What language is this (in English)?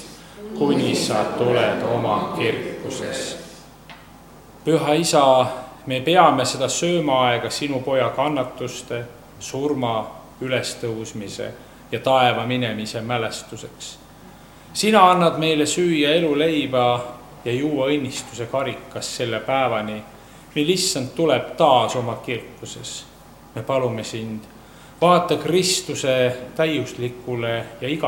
Estonian